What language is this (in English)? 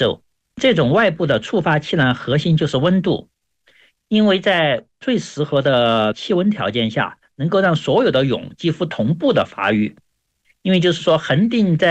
Chinese